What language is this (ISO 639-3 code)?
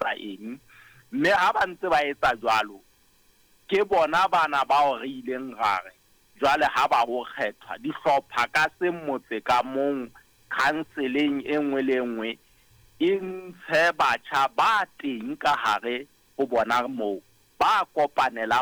sot